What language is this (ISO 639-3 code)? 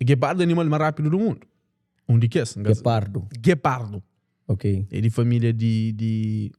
kea